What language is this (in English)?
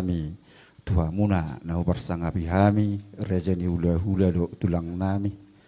Batak Toba